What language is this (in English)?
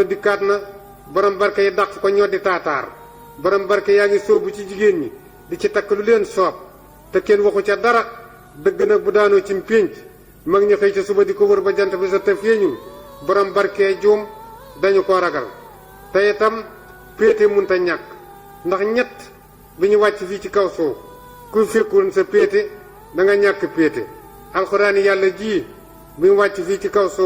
Wolof